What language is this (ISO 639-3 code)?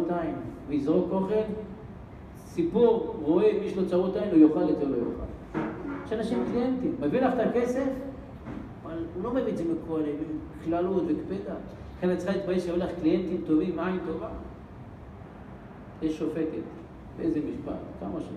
heb